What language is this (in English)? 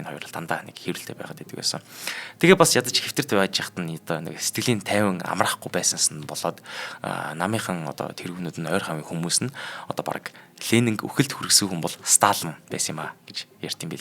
Mongolian